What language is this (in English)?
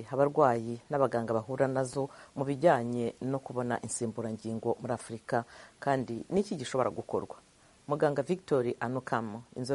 Kinyarwanda